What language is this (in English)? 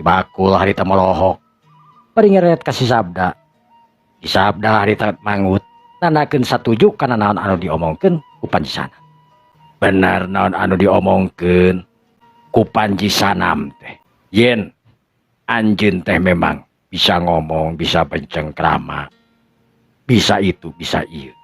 Sundanese